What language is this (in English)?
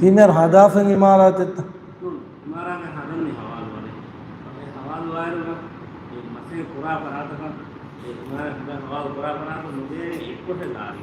Divehi